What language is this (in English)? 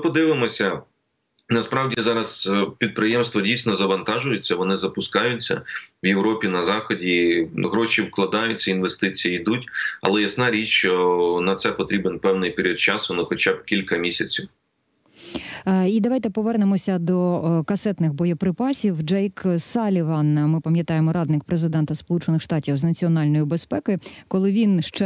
Ukrainian